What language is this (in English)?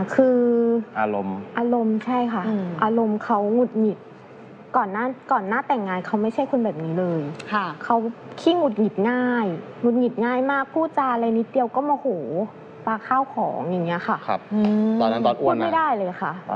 Thai